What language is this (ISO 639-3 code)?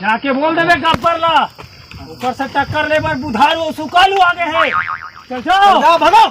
hne